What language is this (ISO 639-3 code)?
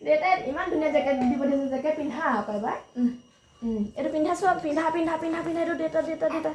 asm